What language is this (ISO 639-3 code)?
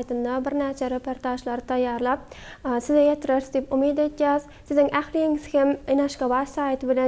tuk